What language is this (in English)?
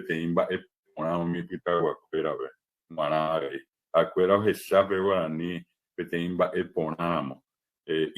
Guarani